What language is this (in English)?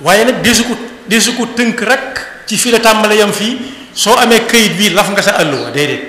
Wolof